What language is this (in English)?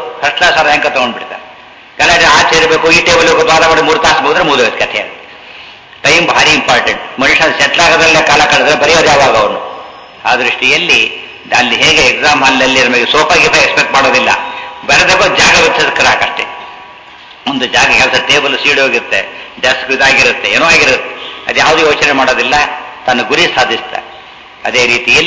Kannada